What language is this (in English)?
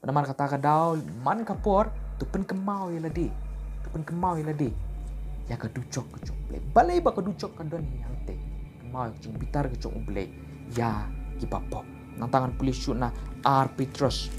Khasi